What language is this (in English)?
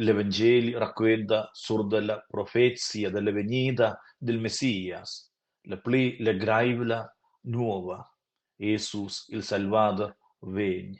Romansh